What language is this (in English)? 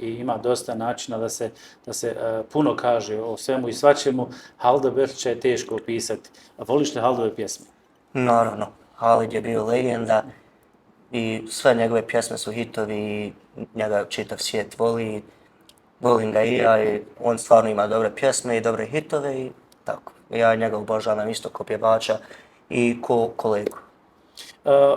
Bosnian